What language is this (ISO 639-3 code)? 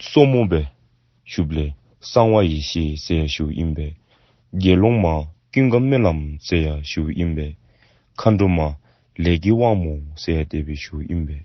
dzo